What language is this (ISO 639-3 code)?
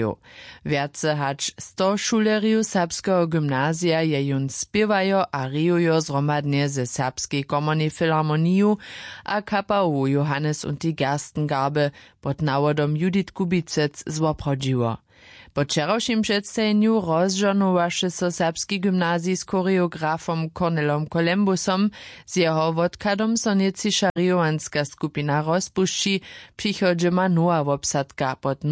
hsb